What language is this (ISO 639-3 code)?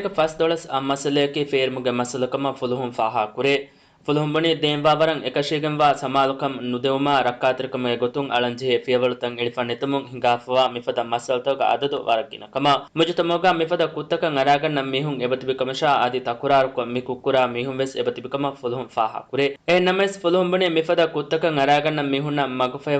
div